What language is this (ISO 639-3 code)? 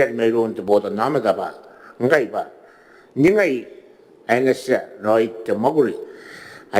gil